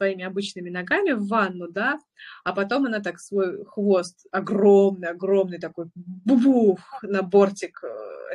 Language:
Russian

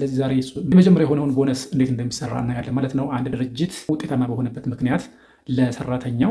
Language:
Amharic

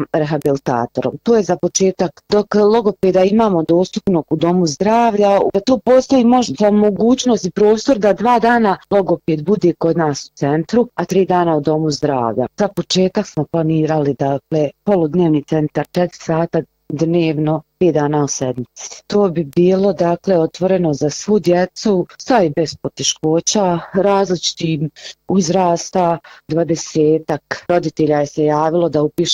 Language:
Bosnian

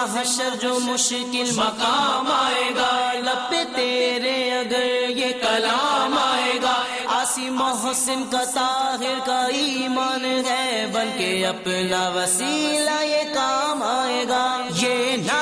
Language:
Urdu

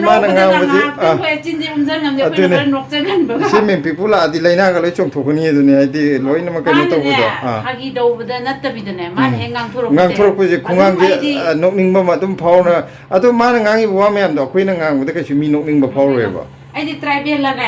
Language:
Manipuri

